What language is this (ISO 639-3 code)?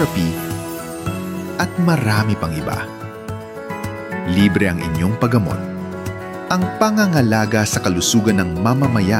fil